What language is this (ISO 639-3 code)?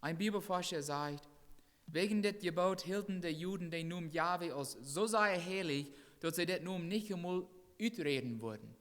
pdt